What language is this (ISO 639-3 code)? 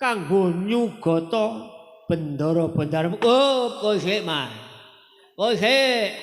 jav